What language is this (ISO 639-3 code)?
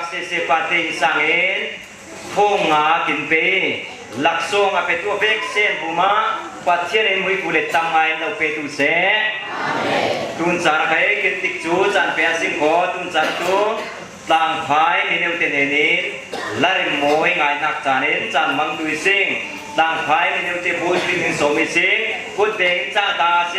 cfm